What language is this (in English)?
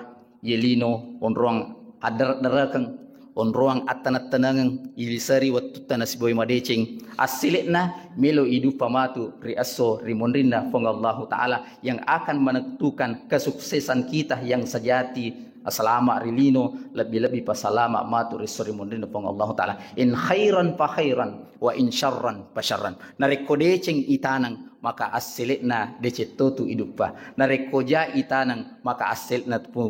Buginese